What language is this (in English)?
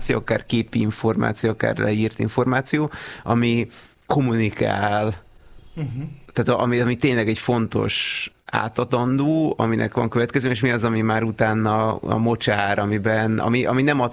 Hungarian